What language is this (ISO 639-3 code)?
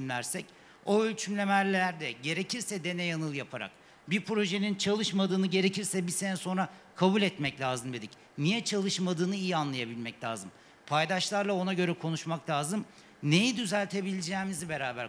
tur